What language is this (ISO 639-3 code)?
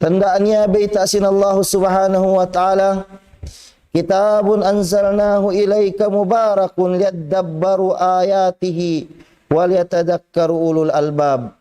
tsg